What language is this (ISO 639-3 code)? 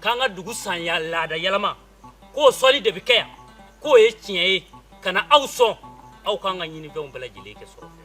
bam